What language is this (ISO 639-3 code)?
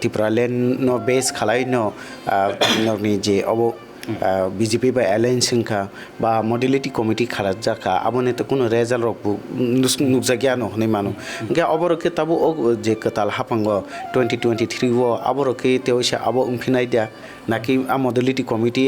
trp